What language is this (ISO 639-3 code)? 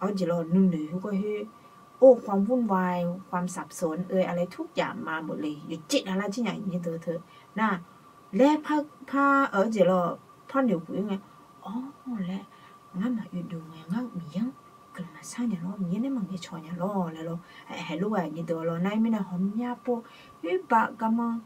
ahk